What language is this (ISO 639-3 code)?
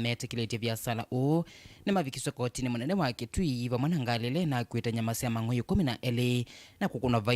kam